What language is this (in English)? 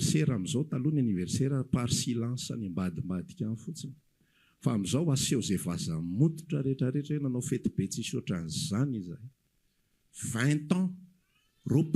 Malagasy